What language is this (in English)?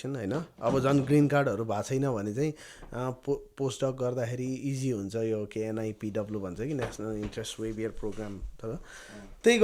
Nepali